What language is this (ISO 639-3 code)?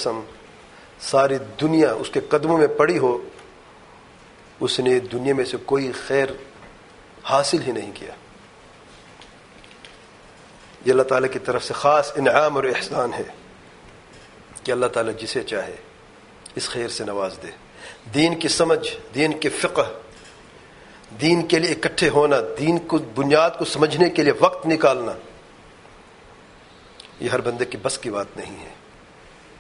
urd